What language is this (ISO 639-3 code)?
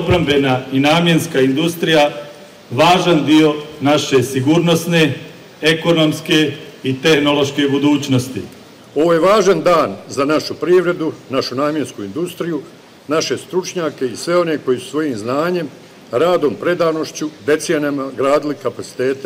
bos